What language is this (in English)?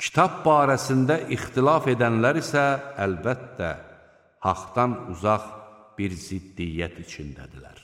Azerbaijani